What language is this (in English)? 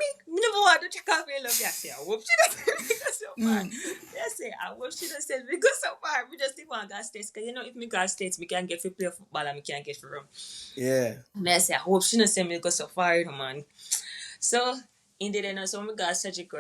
Jamaican Creole English